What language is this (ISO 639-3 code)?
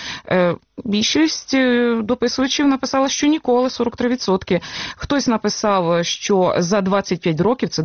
ukr